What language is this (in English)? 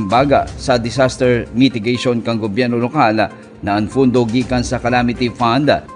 Bikol